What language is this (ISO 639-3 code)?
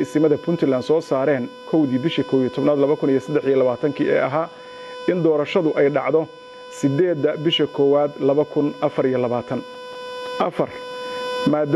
som